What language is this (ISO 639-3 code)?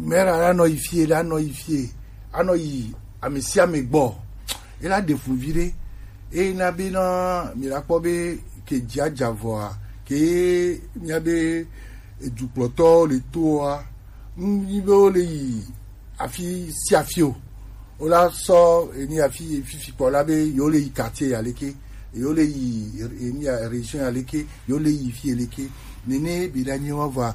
gej